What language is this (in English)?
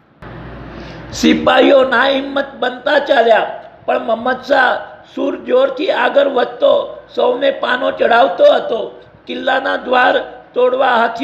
Gujarati